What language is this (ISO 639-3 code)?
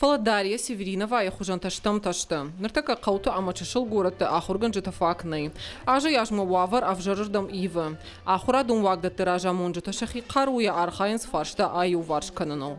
oss